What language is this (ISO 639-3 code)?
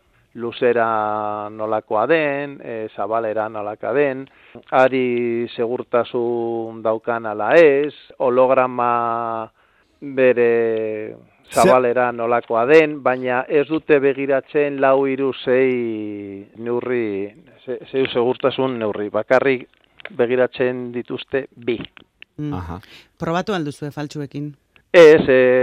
eus